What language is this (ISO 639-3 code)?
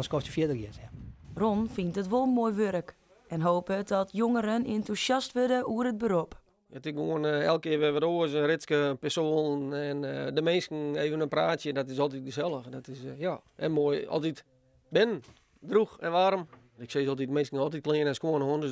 fry